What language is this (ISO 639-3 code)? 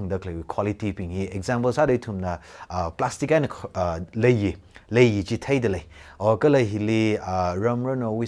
nmf